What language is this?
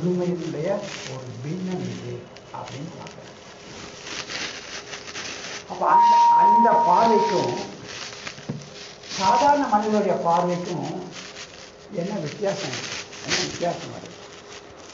Tamil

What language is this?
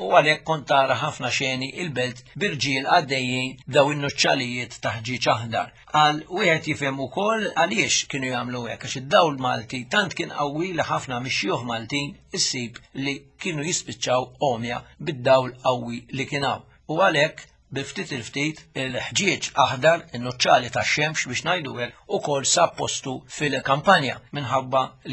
Maltese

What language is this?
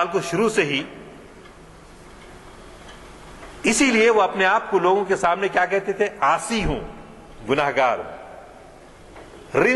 Urdu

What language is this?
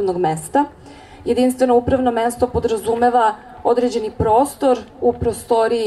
Serbian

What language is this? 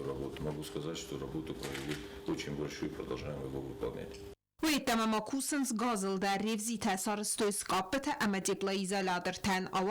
Ossetic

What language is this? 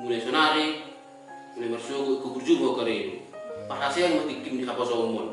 Batak Toba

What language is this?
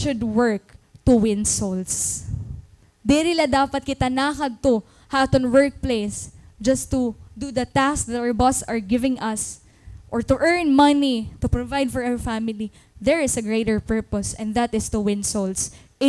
Waray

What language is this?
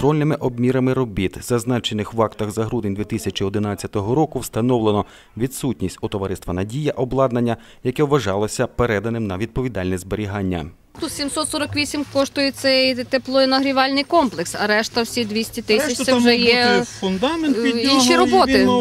Ukrainian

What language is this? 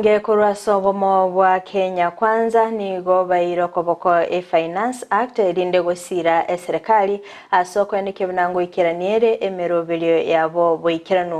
Gusii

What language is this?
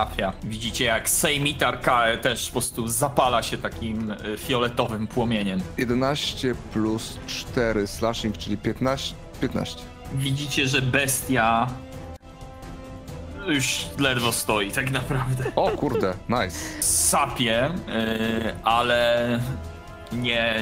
Polish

